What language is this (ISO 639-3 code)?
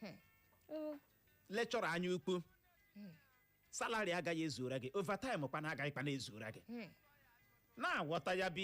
ibo